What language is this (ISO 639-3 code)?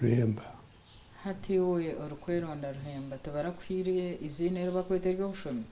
nyn